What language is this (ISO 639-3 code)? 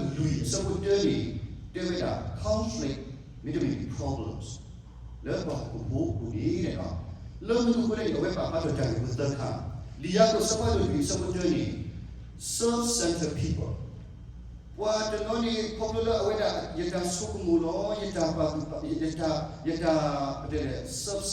ksw